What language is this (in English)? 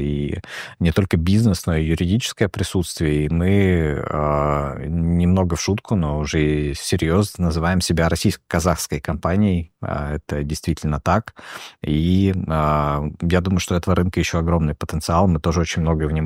Russian